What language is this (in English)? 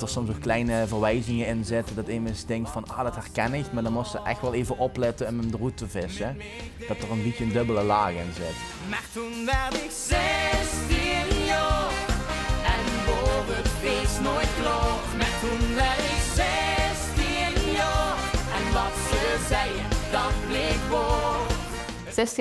Limburgish